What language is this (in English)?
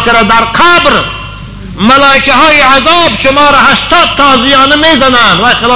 Tajik